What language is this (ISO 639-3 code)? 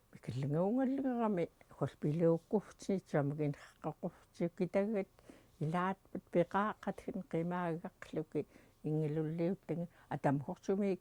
esu